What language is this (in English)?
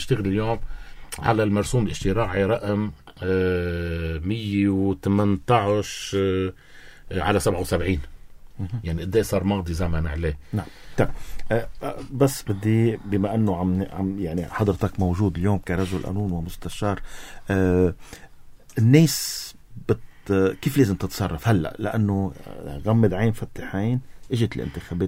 North Levantine Arabic